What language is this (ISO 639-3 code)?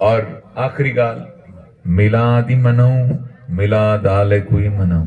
skr